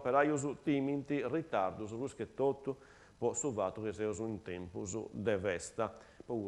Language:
Sardinian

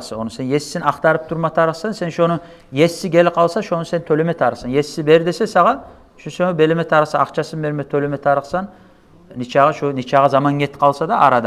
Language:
Kumyk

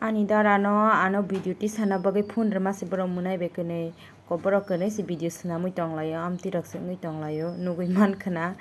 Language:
Kok Borok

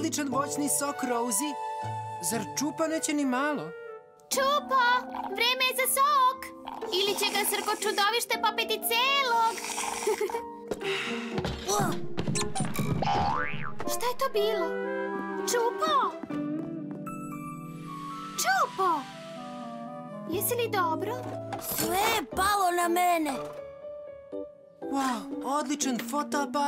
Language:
Serbian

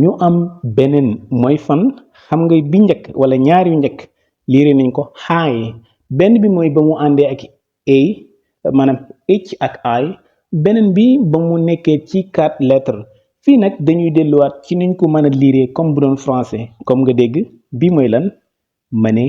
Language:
Wolof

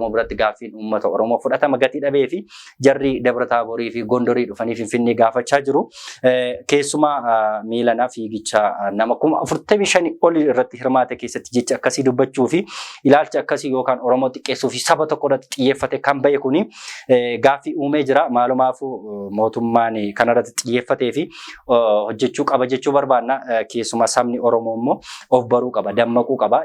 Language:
Oromo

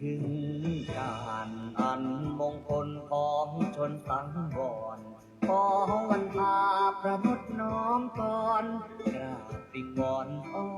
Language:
Pali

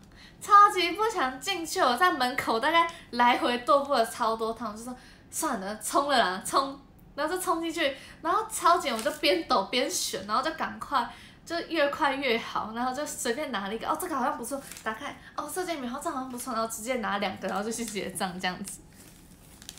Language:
Chinese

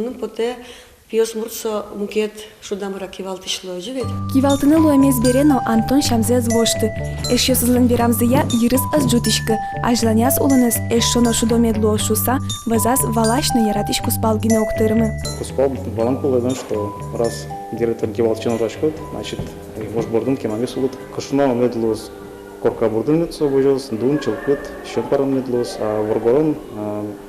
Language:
Udmurt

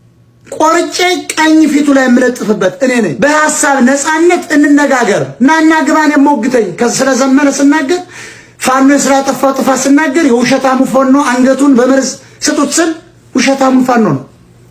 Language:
Amharic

